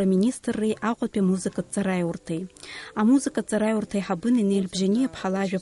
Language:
Abkhazian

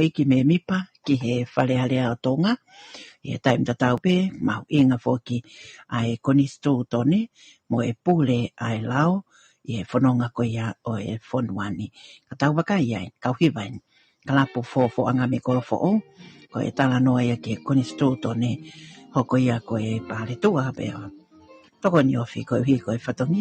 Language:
Tongan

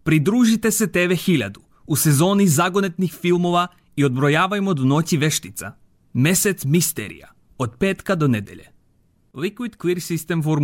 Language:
Serbian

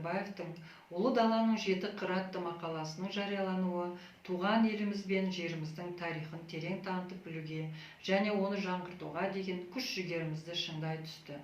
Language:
Kazakh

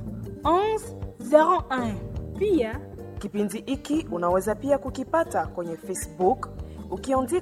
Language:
Swahili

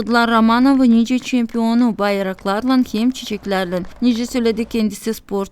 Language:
Gagauz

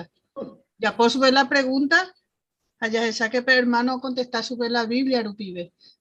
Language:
Guarani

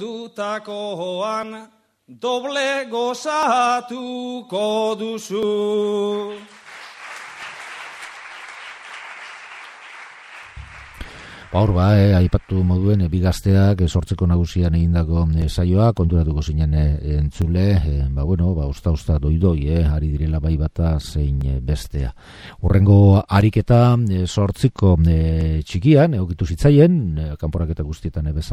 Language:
Basque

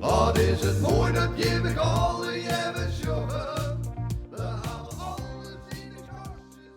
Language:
Western Frisian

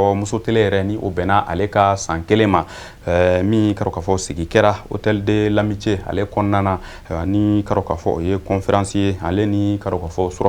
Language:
Bambara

